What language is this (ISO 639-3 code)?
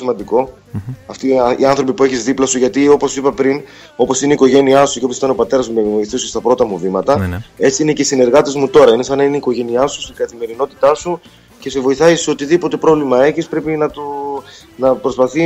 ell